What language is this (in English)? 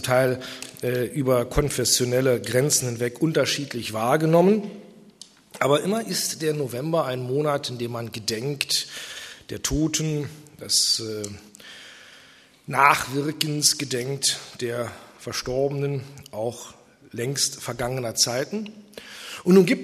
German